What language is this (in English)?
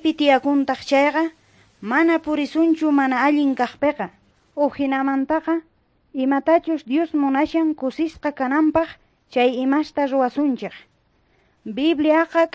Quechua